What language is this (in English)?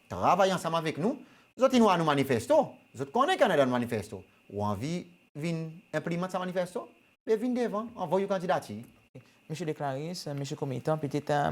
Seselwa Creole French